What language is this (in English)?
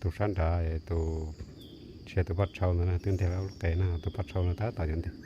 Hmong